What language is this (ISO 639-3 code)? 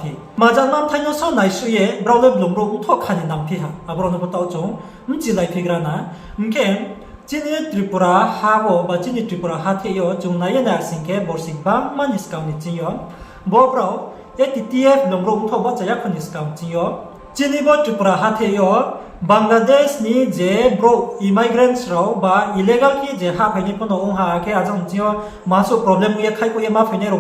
ria